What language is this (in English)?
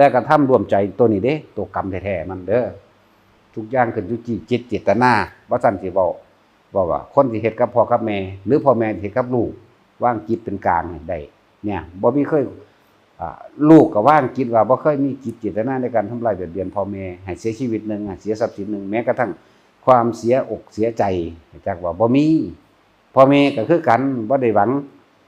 Northeastern Thai